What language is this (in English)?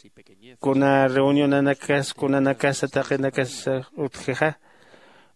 Aymara